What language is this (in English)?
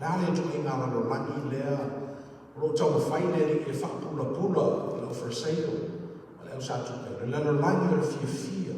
Samoan